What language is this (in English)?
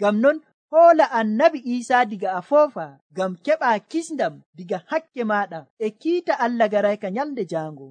Nigerian Fulfulde